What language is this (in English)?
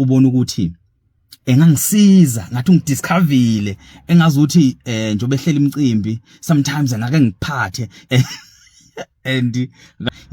Zulu